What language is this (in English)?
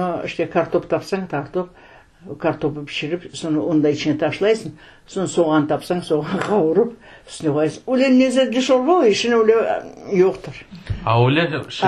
Crimean Tatar